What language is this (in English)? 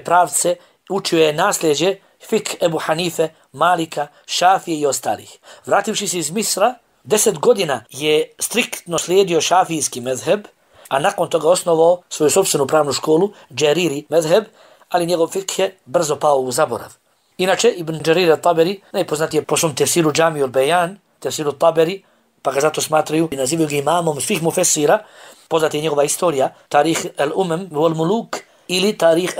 Bosnian